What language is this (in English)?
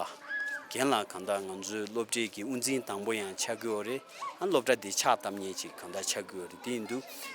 Tibetan